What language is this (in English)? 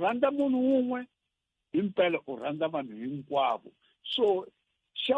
Tsonga